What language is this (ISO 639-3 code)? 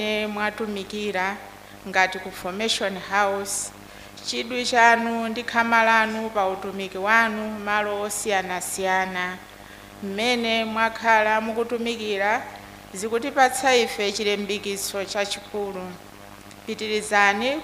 nya